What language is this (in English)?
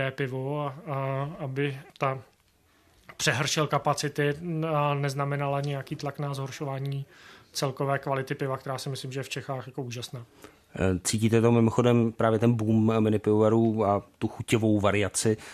Czech